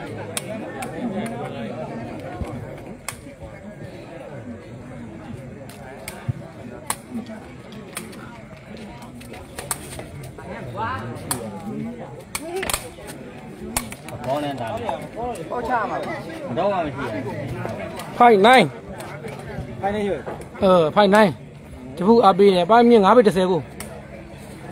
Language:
Burmese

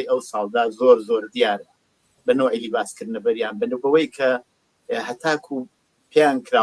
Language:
Central Kurdish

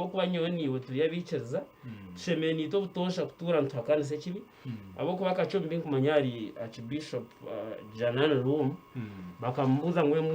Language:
Nyankole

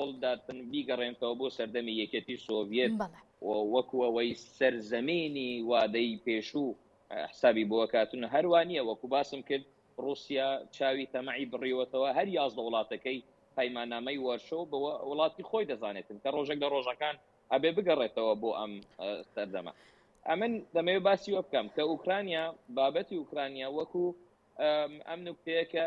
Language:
Central Kurdish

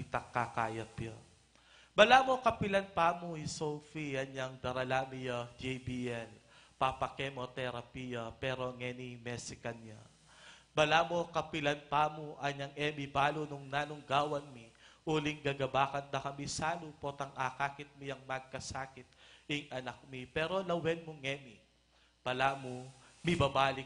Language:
Pampanga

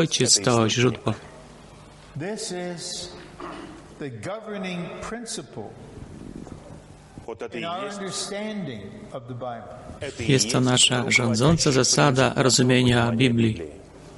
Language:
Polish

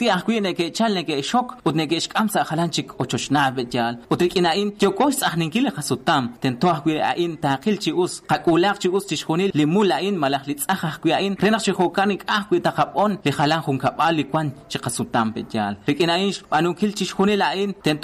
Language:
Kekchí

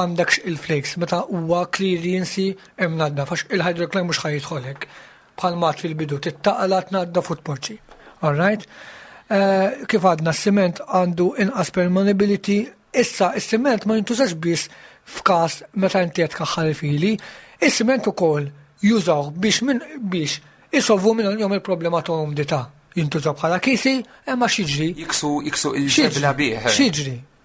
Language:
Maltese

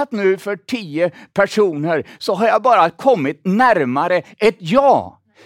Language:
Swedish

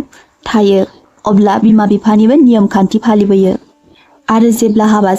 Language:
Bodo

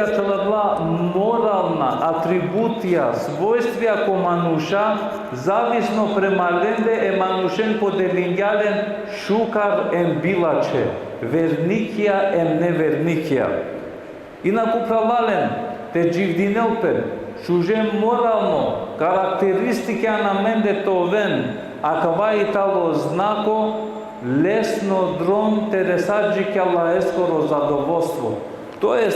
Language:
Balkan Romani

